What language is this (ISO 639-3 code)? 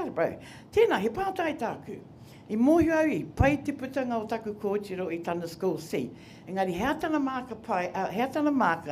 mri